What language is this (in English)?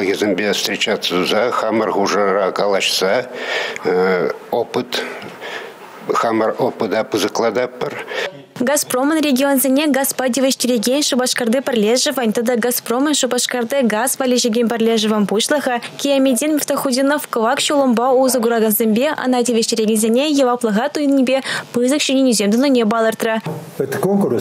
Chuvash